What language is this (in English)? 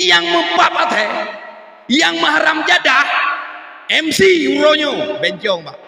Achinese